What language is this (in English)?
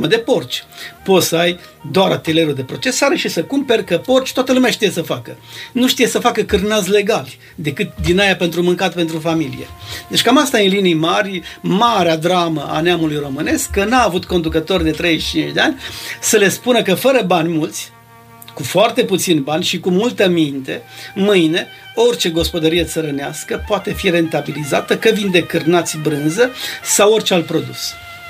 Romanian